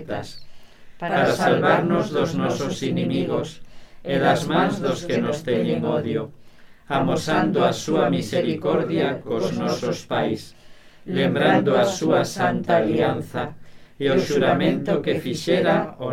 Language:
Galician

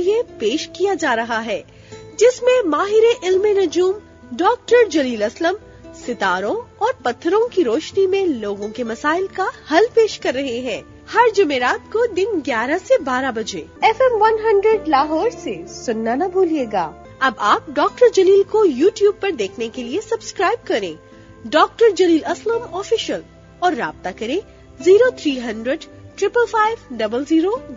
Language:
Urdu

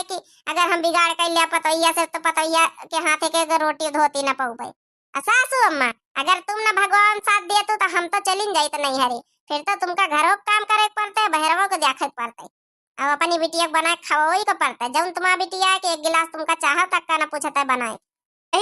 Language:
Awadhi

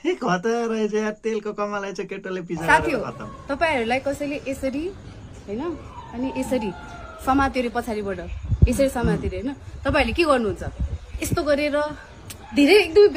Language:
Nepali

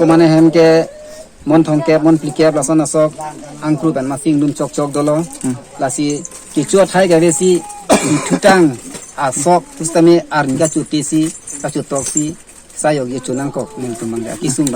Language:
Karbi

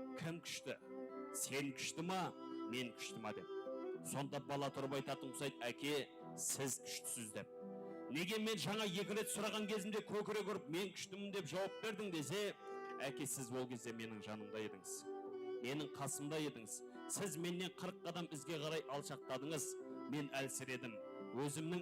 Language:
Kara-Kalpak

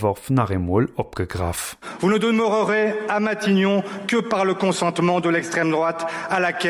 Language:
Luxembourgish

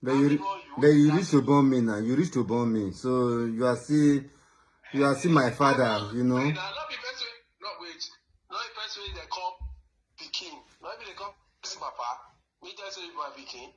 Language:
Nigerian Pidgin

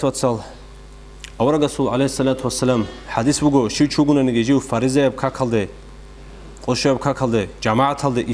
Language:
Avaric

